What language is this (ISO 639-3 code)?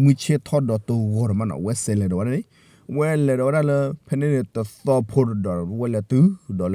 ksw